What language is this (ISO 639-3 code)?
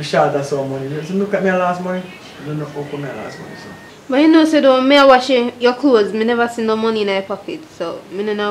jam